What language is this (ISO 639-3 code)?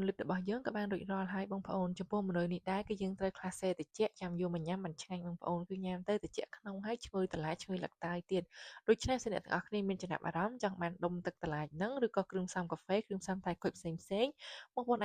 khm